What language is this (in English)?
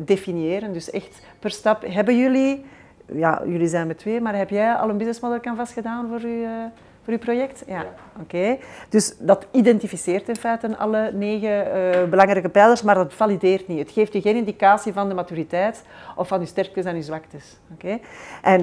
Dutch